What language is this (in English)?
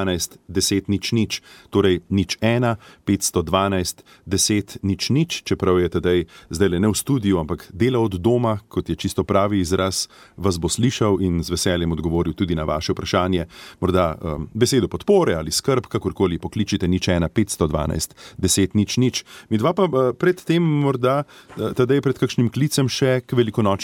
Slovenian